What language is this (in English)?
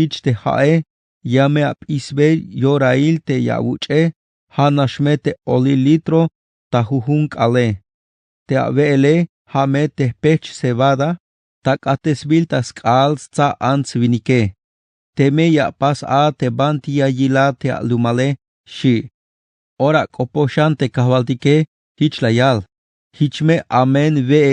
Tzeltal